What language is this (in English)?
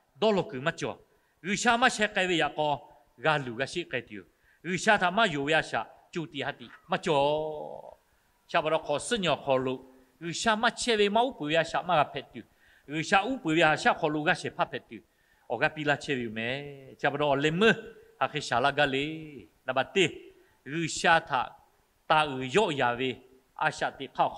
Lahu